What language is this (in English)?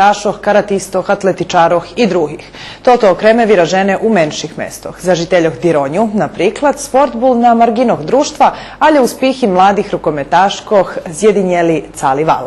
Rusyn